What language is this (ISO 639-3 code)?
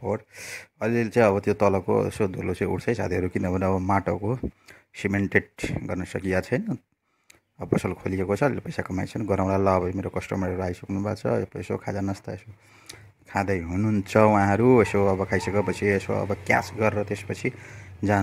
nep